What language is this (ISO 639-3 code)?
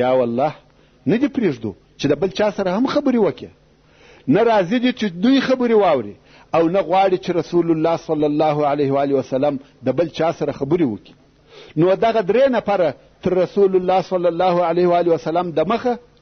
pus